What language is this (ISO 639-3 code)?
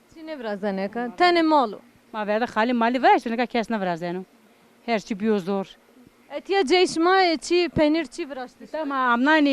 zza